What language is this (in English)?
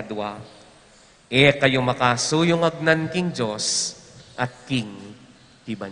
Pampanga